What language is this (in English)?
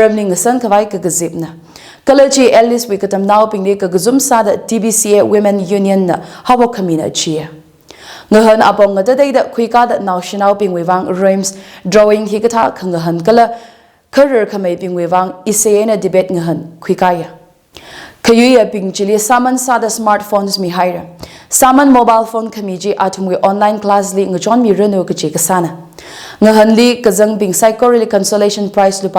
Tangkhul Naga (India)